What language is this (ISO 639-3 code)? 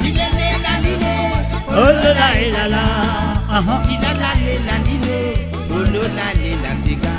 mfe